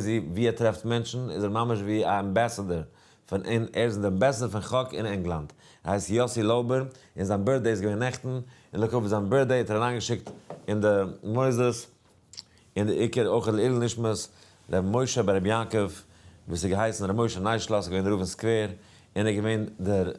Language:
Yiddish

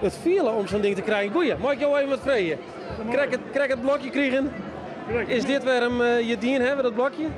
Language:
Western Frisian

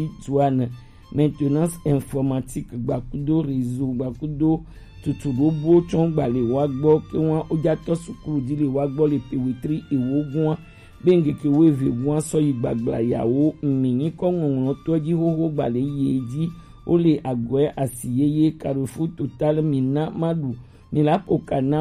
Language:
Gen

